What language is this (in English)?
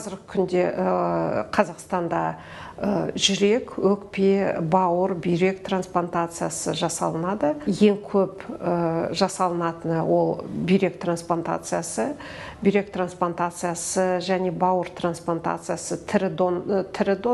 Kazakh